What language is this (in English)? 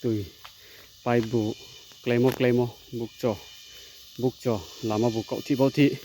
Riang (India)